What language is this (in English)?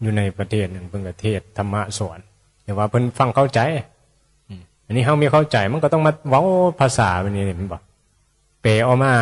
Northeastern Thai